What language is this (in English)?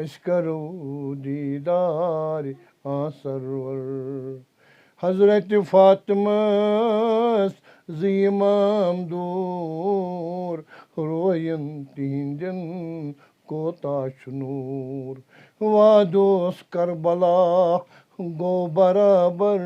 Kashmiri